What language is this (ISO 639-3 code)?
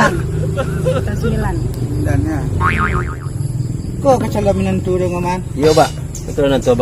min